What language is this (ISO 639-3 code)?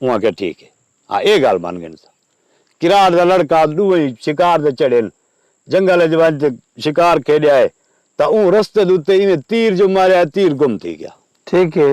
skr